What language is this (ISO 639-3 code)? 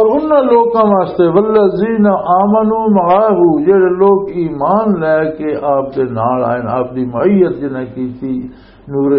lah